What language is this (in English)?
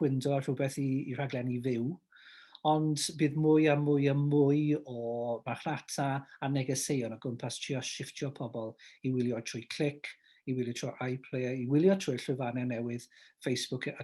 Welsh